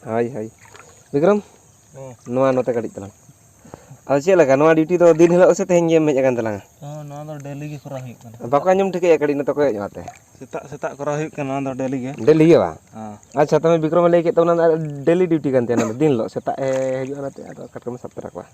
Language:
Santali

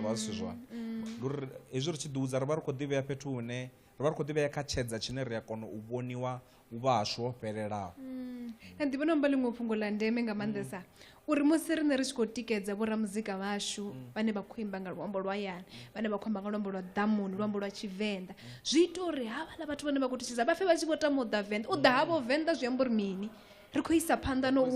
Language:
Venda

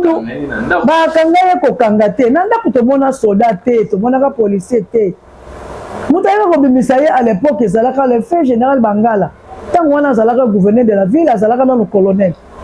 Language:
Lingala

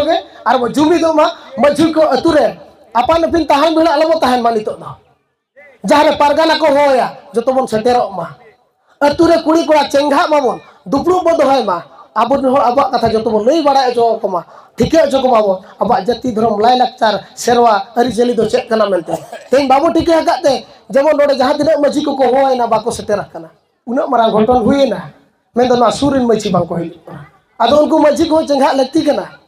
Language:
Santali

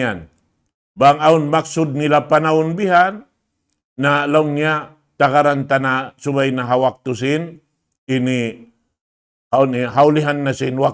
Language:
Tausug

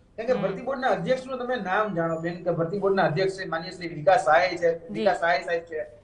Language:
Gujarati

